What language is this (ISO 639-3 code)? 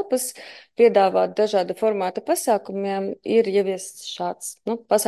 lav